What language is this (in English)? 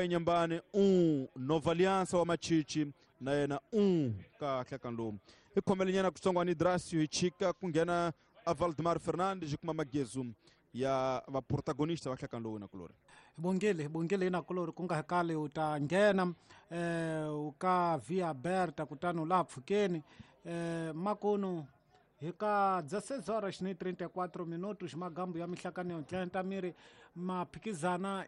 Tsonga